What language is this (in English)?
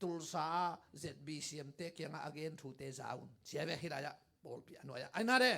Tedim Chin